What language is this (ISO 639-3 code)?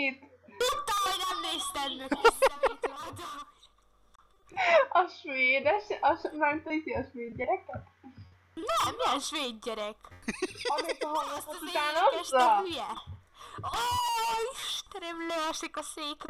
hun